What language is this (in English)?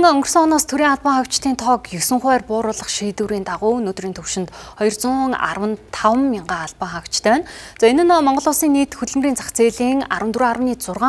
Mongolian